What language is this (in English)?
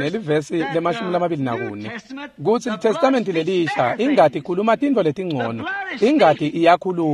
Swati